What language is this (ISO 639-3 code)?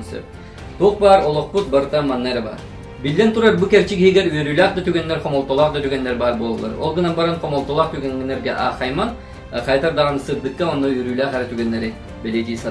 sah